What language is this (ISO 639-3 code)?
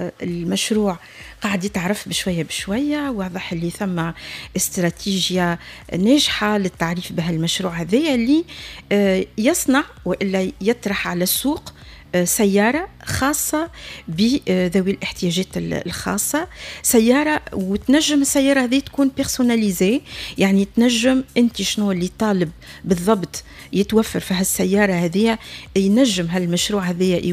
aeb